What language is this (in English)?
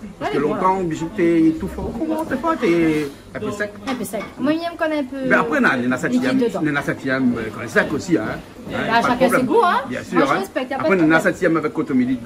Réunion Creole French